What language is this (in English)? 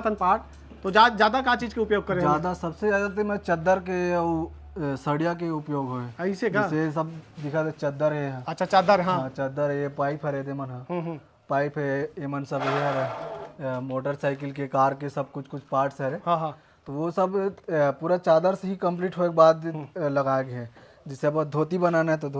Chhattisgarhi